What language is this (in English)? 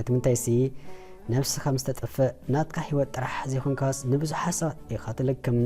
Tigrinya